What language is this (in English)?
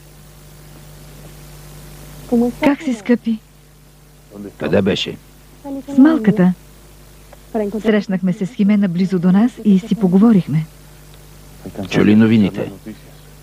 Bulgarian